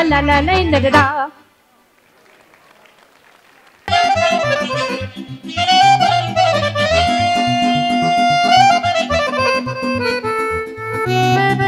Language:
Romanian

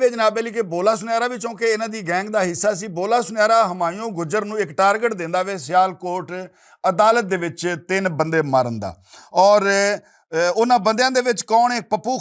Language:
Western Panjabi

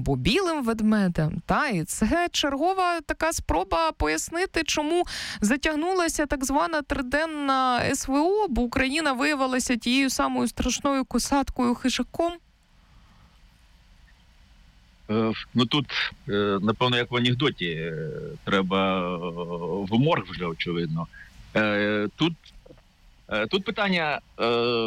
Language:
Ukrainian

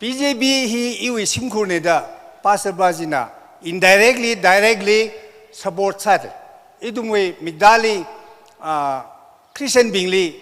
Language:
Tangkhul Naga (India)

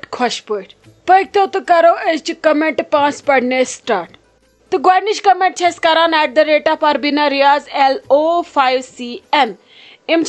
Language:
Kashmiri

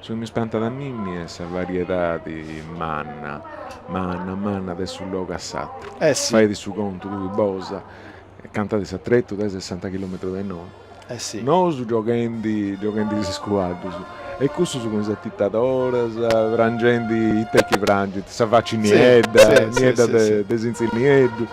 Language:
Sardinian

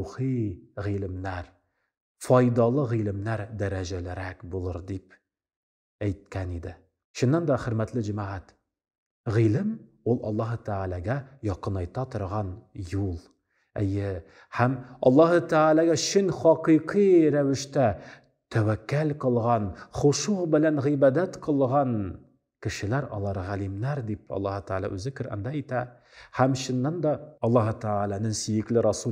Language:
Tatar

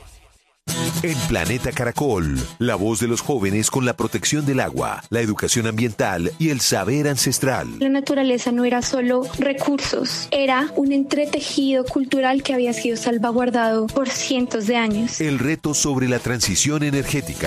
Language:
Spanish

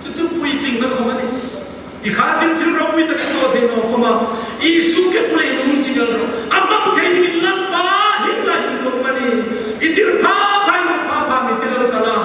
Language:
Hmar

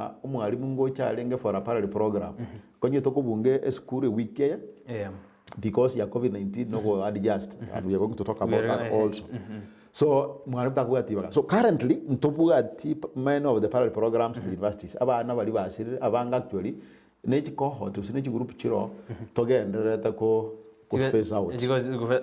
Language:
Gusii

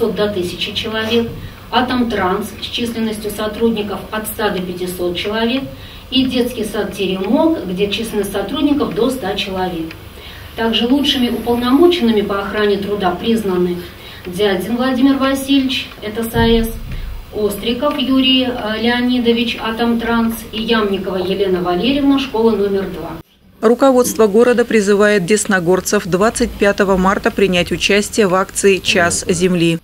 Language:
Russian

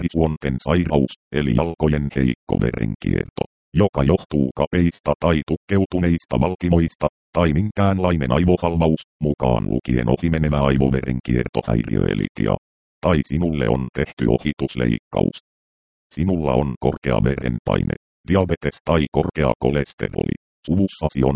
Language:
Finnish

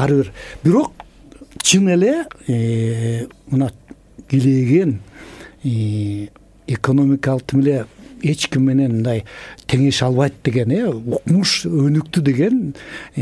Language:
Kyrgyz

